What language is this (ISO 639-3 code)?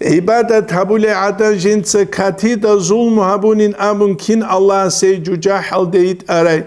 ava